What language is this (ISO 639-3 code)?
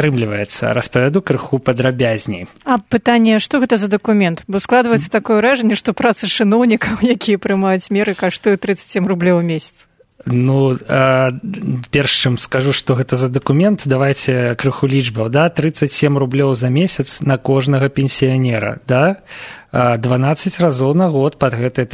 bel